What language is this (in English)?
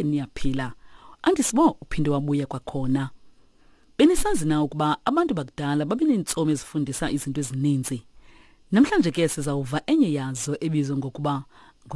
Xhosa